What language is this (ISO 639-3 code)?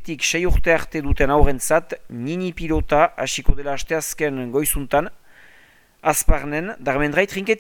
eus